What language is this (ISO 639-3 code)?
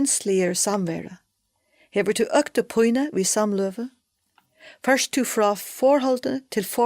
fao